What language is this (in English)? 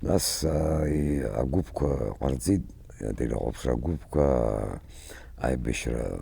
Abkhazian